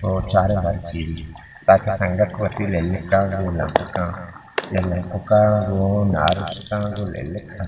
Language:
Baluchi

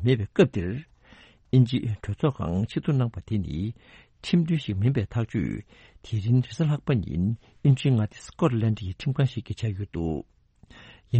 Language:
Tibetan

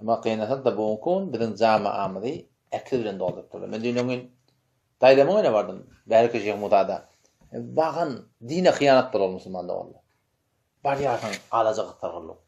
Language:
Turkmen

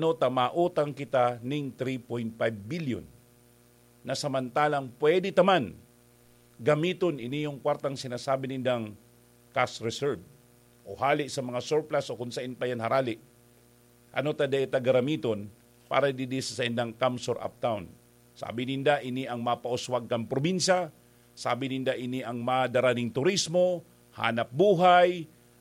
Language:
Bikol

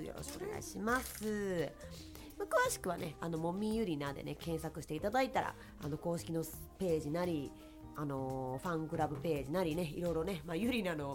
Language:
Japanese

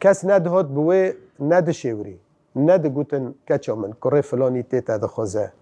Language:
Kurdish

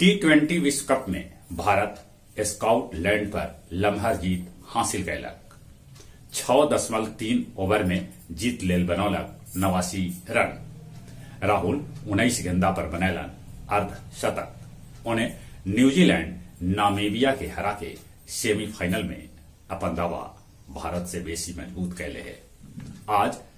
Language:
Magahi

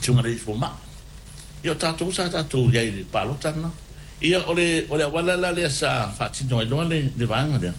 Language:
Samoan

